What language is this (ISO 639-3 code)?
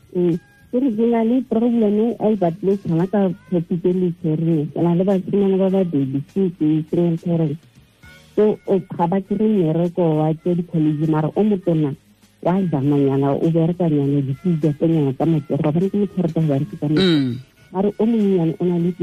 tsn